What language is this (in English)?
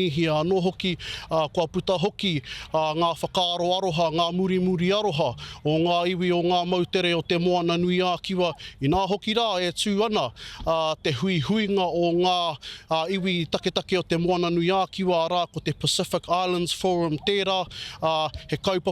Māori